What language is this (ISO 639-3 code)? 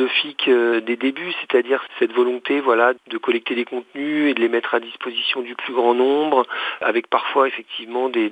fra